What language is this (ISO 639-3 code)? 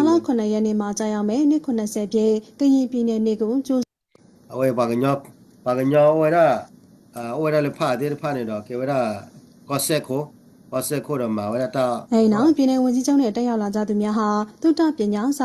ksw